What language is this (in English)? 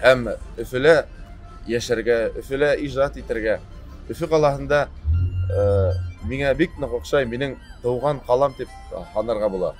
Bashkir